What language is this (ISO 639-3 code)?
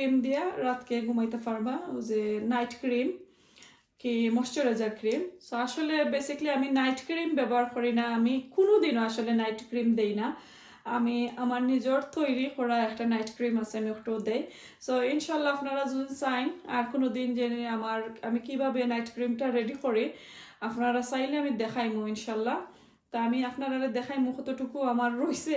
syl